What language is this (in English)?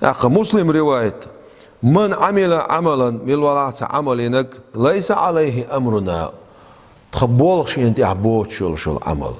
Chechen